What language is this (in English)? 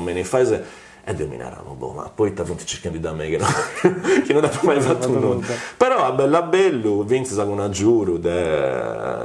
Sardinian